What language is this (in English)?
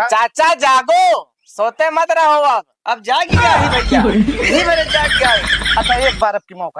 Awadhi